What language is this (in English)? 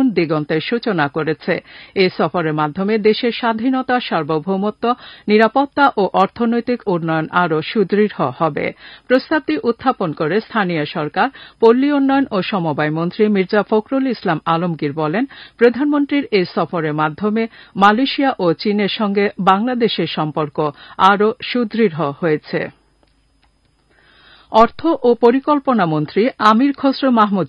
Bangla